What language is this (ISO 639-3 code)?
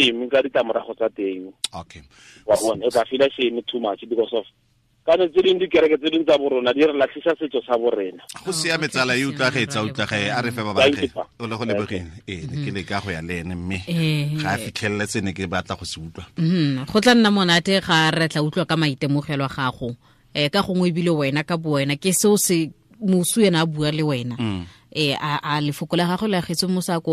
tsn